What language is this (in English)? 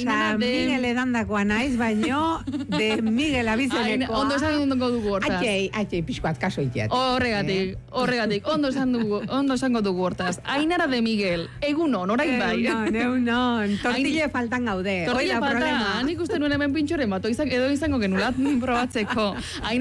Basque